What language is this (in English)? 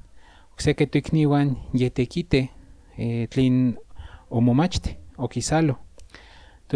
Central Nahuatl